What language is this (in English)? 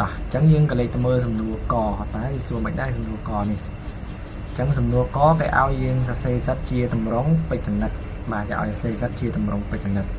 Khmer